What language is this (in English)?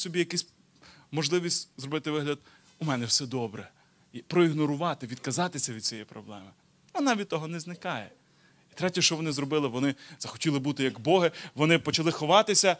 Ukrainian